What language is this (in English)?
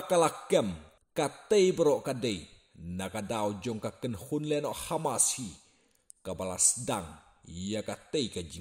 Khasi